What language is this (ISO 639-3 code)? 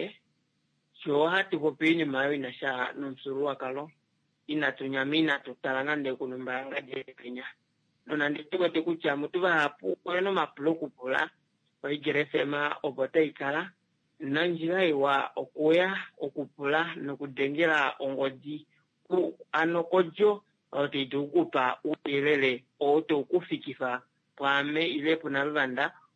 kua